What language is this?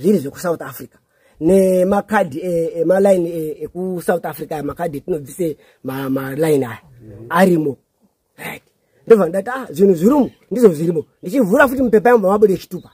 Shona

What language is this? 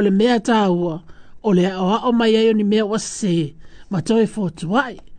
Samoan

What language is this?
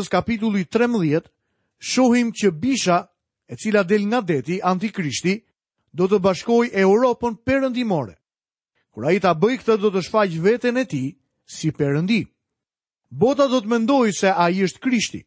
Albanian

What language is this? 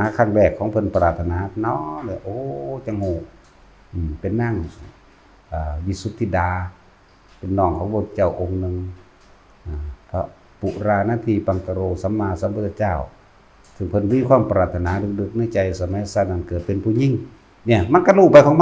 Northeastern Thai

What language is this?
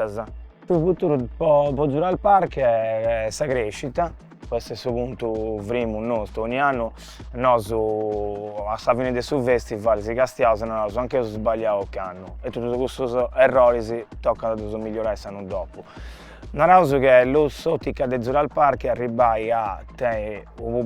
Sardinian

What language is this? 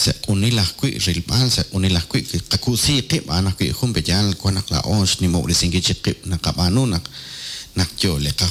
Kekchí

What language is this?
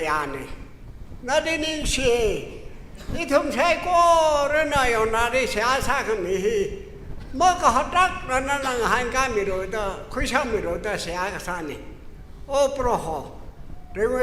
Tangkhul Naga (India)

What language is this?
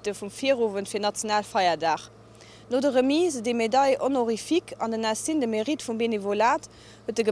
Luxembourgish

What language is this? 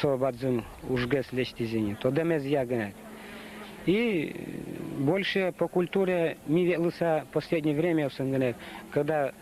Udmurt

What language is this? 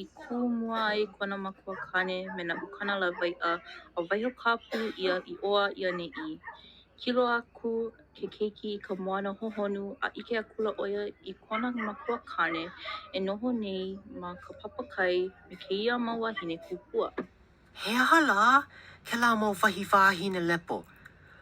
Hawaiian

